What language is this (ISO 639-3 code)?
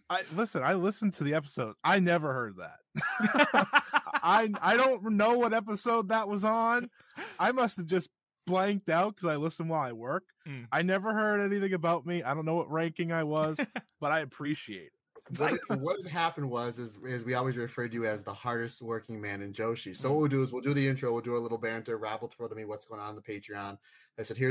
eng